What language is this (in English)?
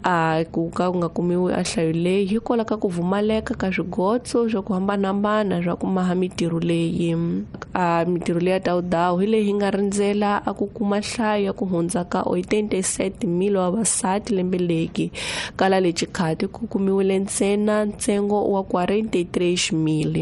Tsonga